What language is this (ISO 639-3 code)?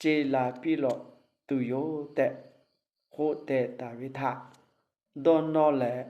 lhu